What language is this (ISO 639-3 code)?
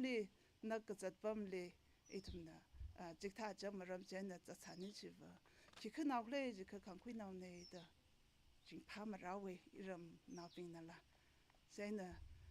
nmf